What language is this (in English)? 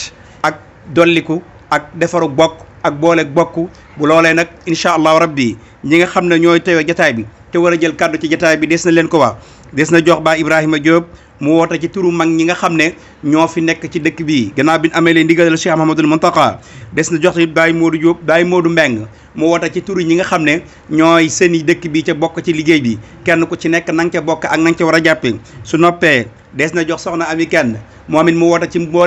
Wolof